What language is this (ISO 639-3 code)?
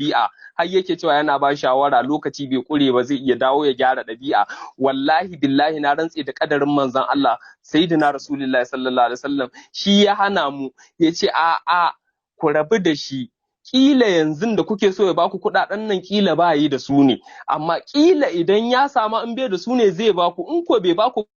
hau